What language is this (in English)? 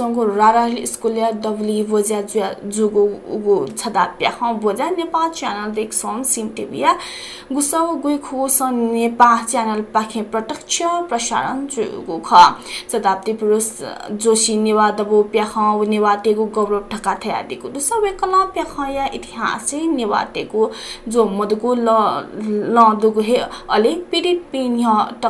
Newari